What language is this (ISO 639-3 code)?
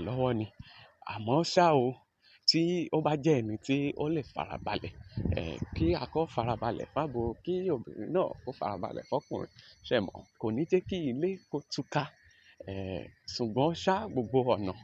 yor